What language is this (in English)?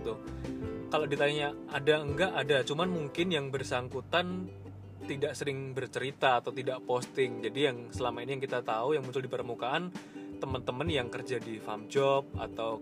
Indonesian